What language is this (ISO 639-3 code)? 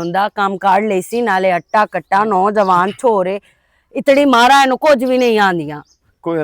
lah